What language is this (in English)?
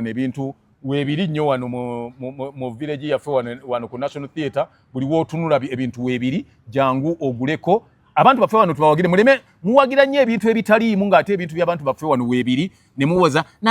Ganda